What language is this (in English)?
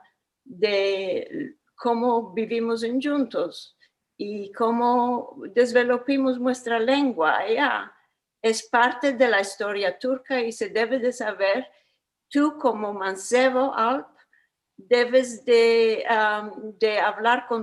Ladino